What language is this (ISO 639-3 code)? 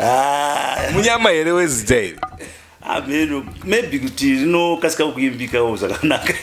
sna